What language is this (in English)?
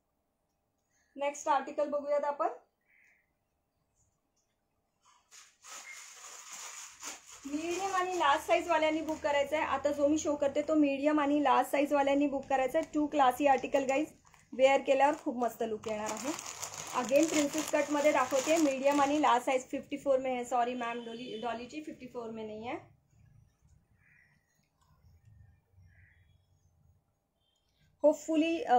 Marathi